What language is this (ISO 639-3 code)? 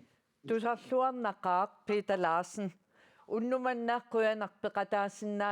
kal